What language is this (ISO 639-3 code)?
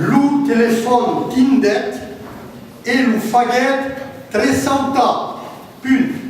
oci